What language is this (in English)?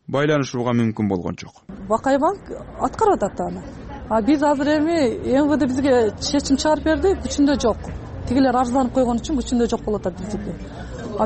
Kyrgyz